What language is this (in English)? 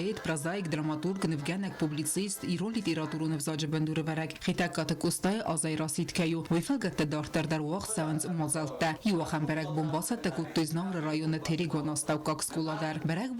Ossetic